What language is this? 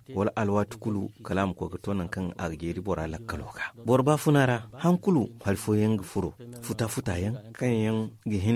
Zarma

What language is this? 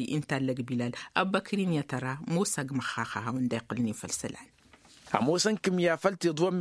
Tamasheq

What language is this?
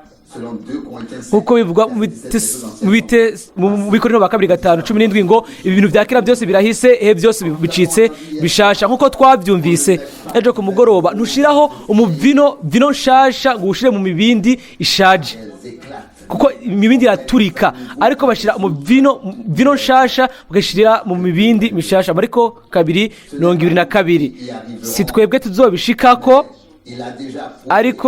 Rundi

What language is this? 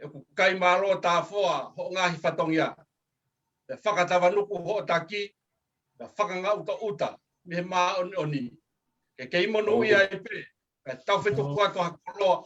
Tongan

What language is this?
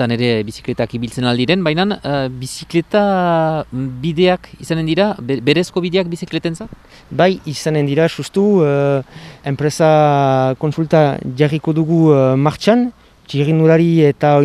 Basque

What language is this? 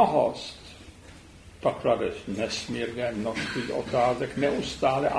Czech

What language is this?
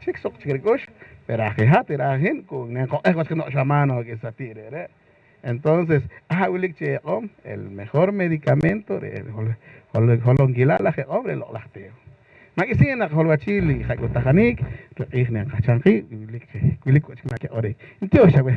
Poqomchi'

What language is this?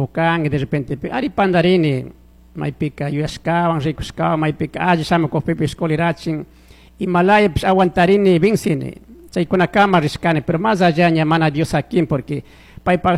Chimborazo Highland Quichua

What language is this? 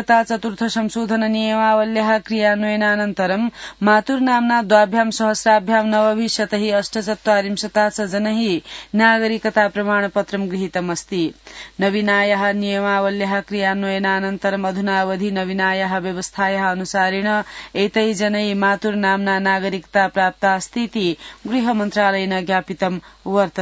Sanskrit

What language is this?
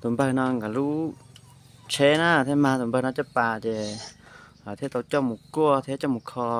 Hmong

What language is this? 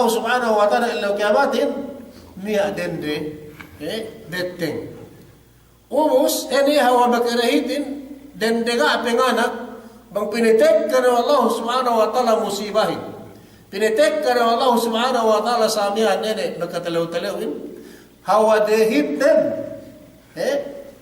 Yakan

